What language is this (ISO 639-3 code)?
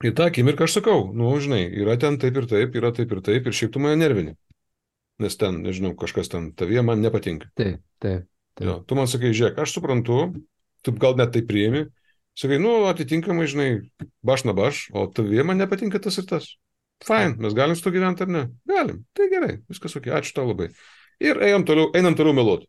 lit